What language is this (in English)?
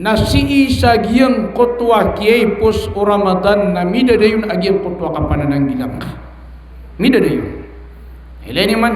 Maranao